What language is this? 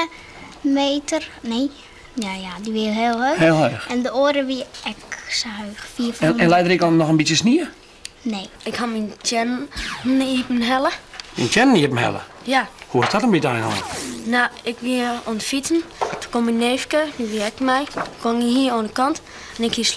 Western Frisian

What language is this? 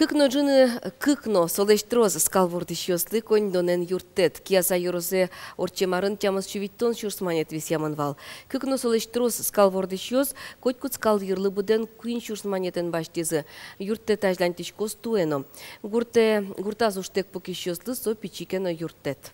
Udmurt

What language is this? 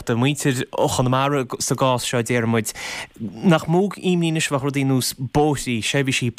Irish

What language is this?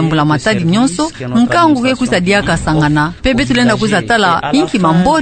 Kituba (Democratic Republic of Congo)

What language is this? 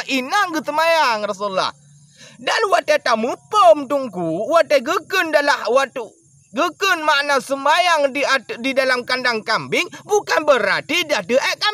Achinese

